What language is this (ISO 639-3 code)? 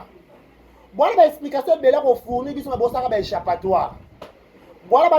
lin